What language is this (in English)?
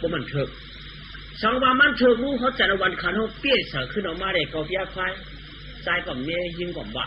Shan